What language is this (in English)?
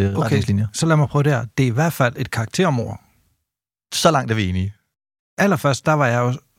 Danish